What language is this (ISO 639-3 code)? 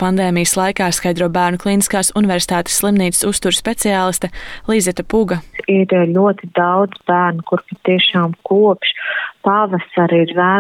lav